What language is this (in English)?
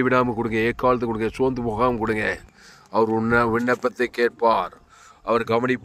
Tamil